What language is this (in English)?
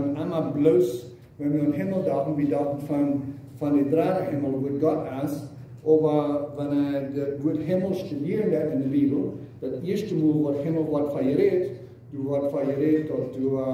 Plautdietsch